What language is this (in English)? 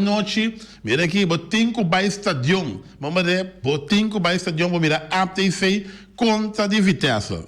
Papiamento